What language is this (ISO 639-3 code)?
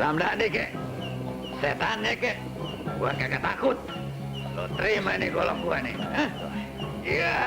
bew